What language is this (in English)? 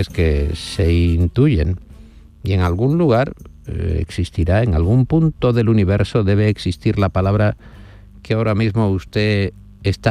Spanish